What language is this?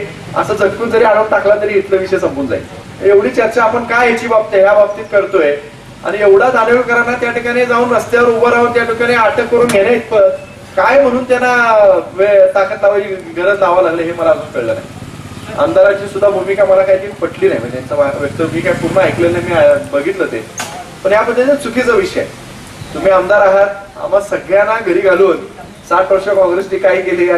Marathi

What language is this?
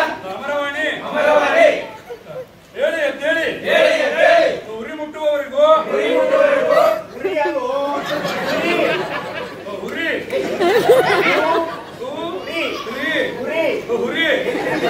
Kannada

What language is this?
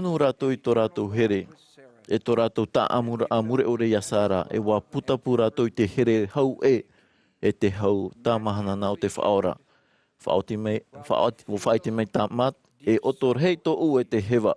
Tahitian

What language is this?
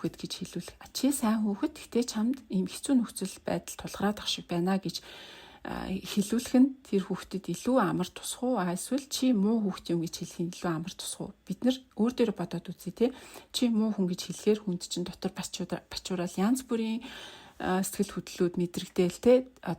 Mongolian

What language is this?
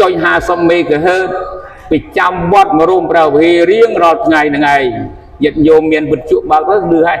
Khmer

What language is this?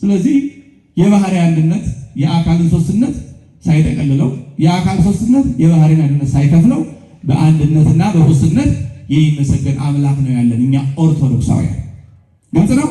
Amharic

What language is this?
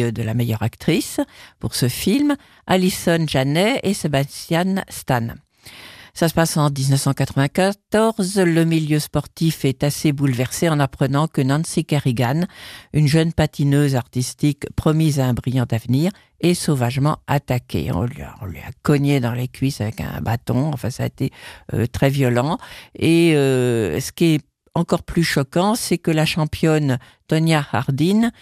French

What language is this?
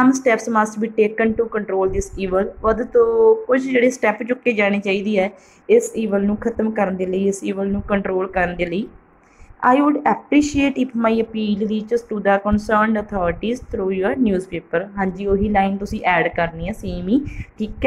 Punjabi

